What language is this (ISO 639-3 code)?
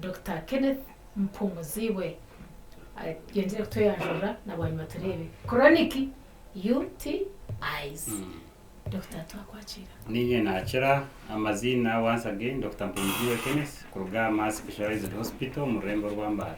nyn